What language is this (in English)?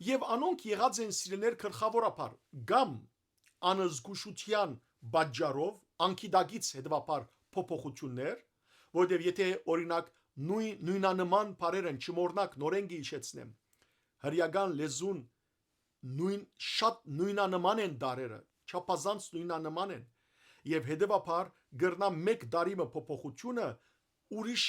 Western Armenian